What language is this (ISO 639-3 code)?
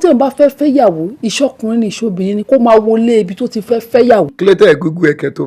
yor